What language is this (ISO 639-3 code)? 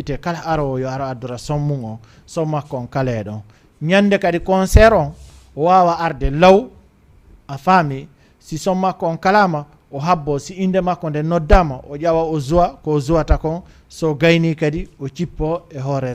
ful